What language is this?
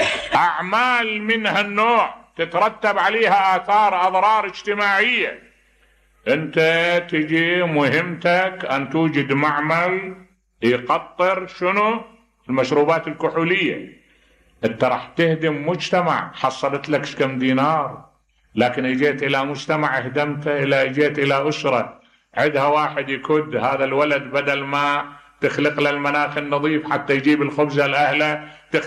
Mesopotamian Arabic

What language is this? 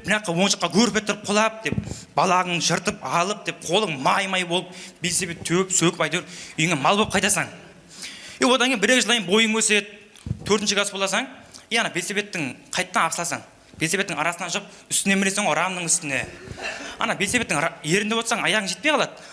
Kara-Kalpak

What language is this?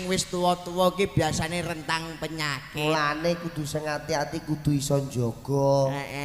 Javanese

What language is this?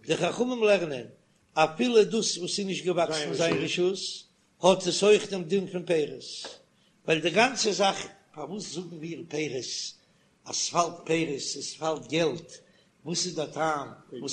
Yiddish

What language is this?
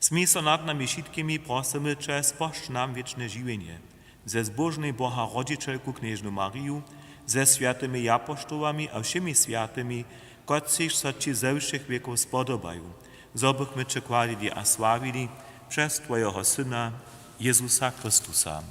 Upper Sorbian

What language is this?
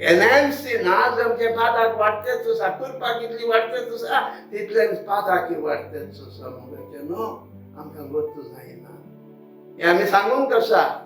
Konkani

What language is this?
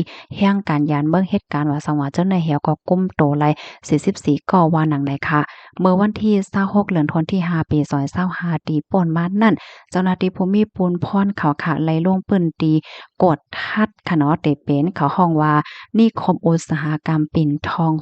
Shan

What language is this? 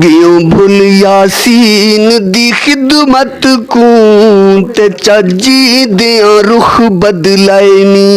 Saraiki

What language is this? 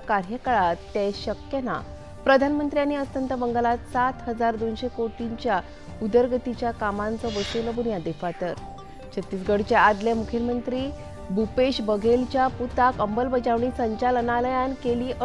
Konkani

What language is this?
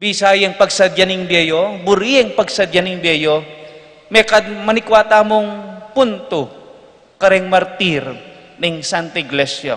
Pampanga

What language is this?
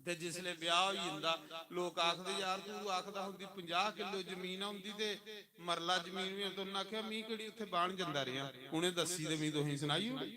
Dogri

